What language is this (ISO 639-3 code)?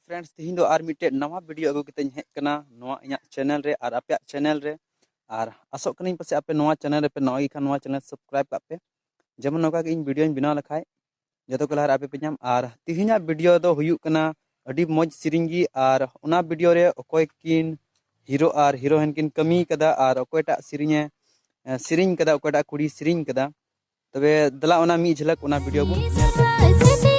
sat